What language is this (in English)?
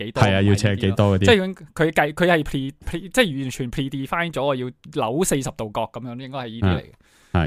Cantonese